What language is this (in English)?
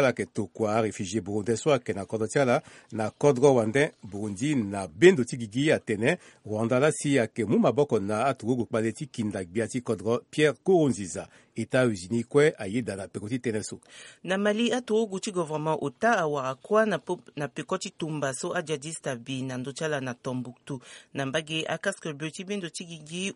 Sango